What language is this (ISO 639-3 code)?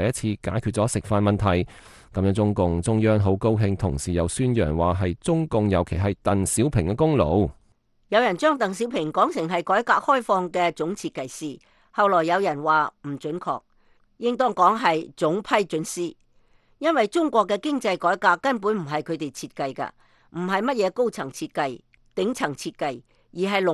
yue